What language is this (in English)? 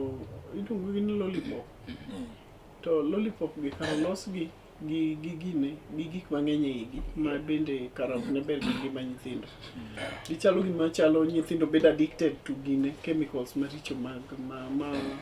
Luo (Kenya and Tanzania)